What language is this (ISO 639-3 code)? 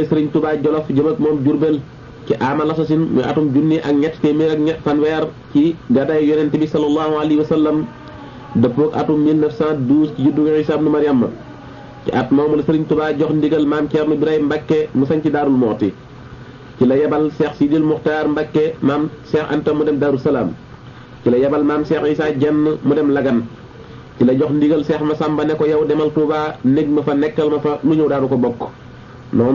wol